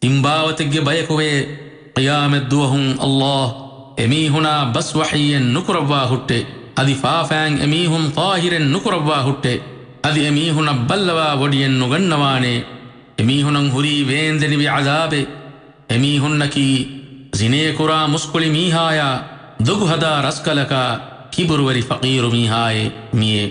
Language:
Divehi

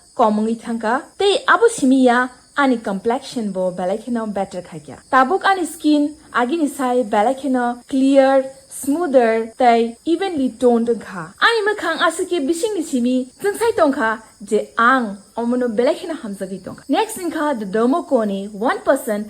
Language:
Kok Borok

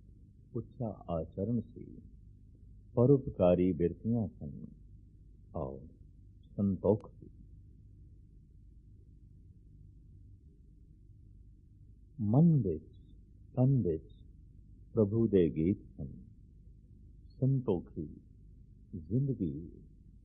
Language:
Punjabi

